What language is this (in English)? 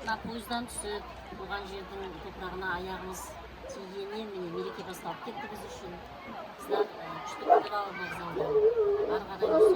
Kara-Kalpak